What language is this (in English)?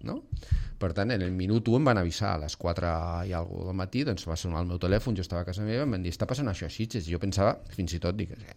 Catalan